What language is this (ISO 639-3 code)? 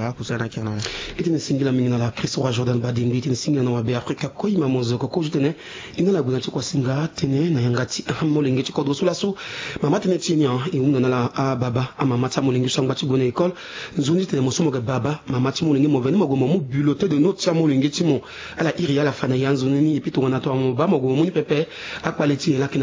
sag